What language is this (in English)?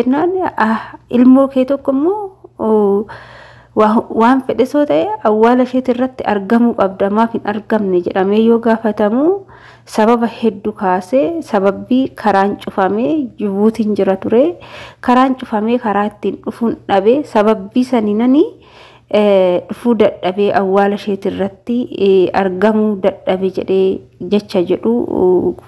Oromo